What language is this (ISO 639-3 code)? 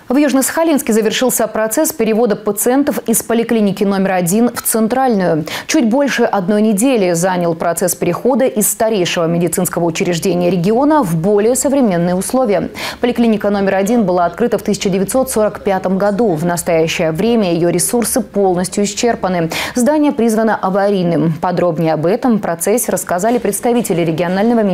rus